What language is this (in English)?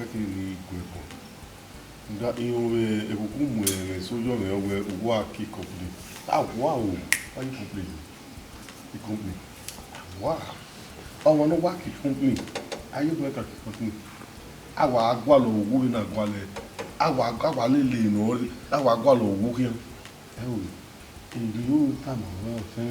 Bini